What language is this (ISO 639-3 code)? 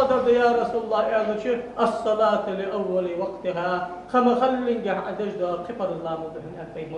inh